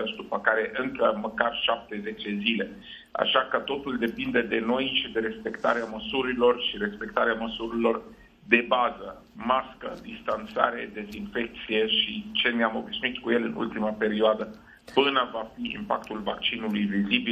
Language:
Romanian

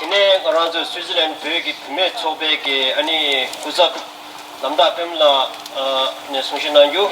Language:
Tibetan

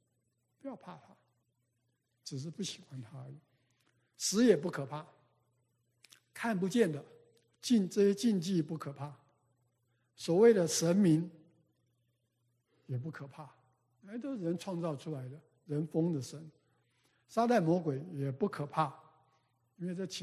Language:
Chinese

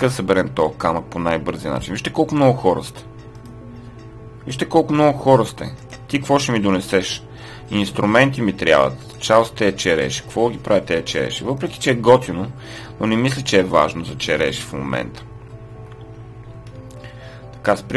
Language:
Bulgarian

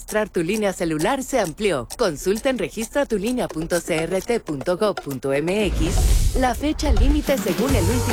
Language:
Spanish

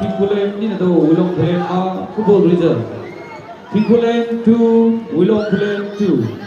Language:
Maram Naga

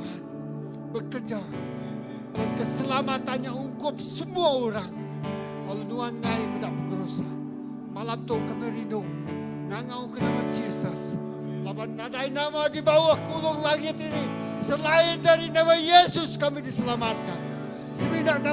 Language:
Iban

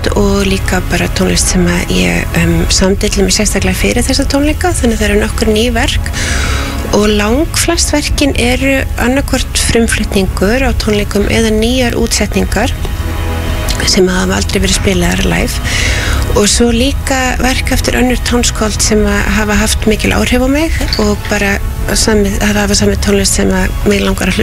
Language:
Icelandic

